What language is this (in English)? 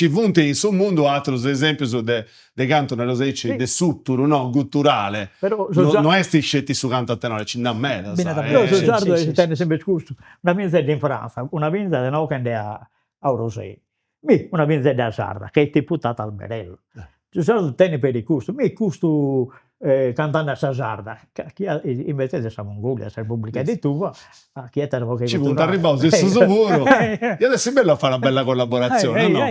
Sardinian